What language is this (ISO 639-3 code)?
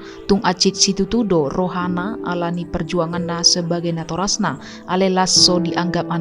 bbc